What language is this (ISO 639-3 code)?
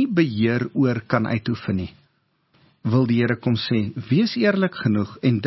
afr